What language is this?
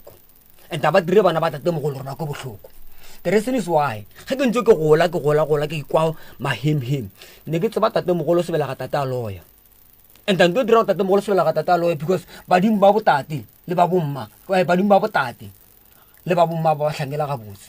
Northern Sotho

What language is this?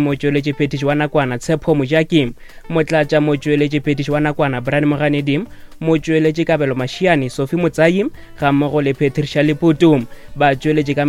Northern Sotho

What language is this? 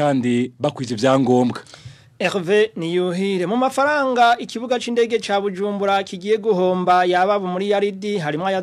Rundi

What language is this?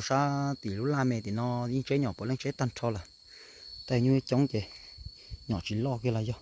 Hmong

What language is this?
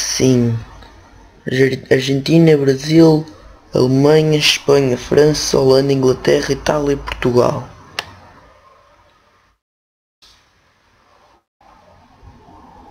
Portuguese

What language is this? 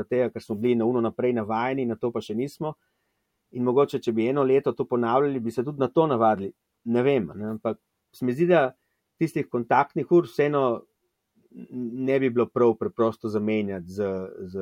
Slovenian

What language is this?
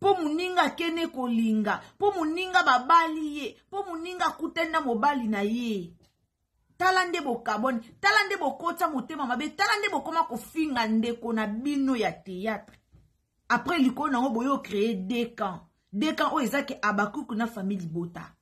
Lingala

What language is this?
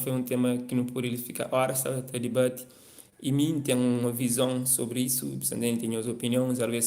Kabuverdianu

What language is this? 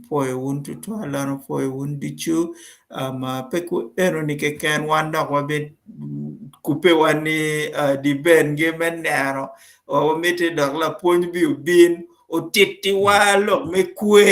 Acoli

